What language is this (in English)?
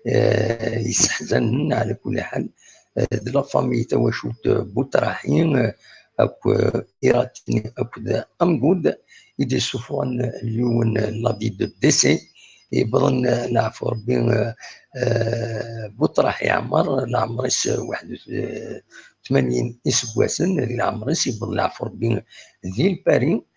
Kabyle